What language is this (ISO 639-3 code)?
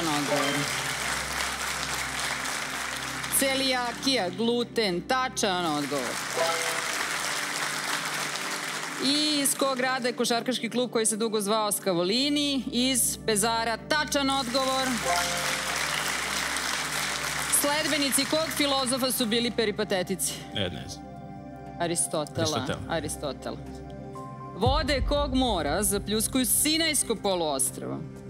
srp